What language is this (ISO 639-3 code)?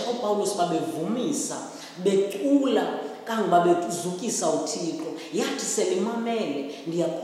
xho